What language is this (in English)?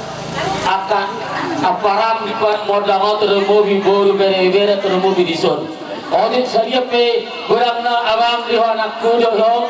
Batak Toba